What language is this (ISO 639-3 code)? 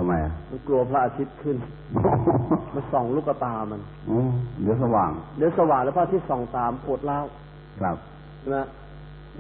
tha